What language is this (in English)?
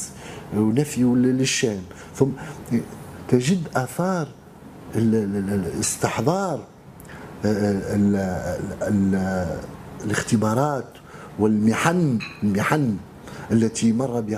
Tunisian Arabic